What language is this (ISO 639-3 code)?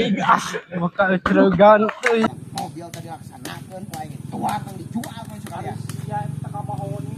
sun